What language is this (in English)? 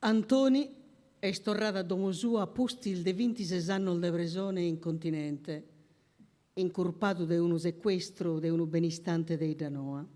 Sardinian